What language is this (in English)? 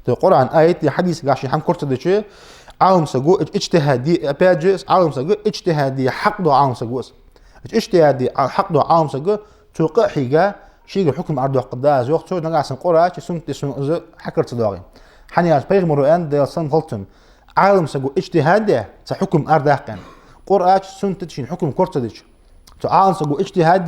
Ingush